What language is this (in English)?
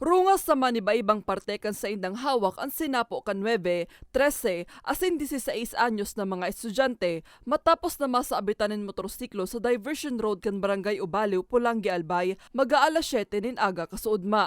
Bikol